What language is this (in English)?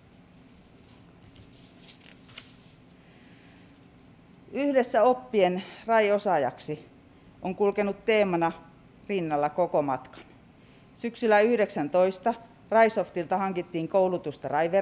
Finnish